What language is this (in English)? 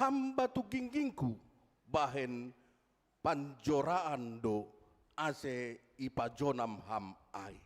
Batak Simalungun